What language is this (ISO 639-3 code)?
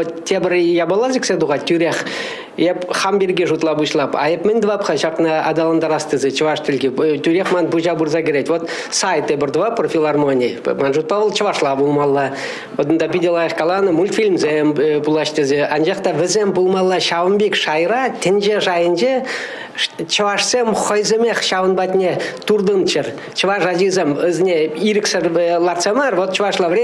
chv